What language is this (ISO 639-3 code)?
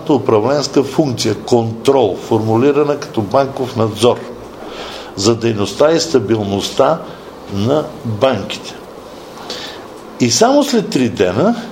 bul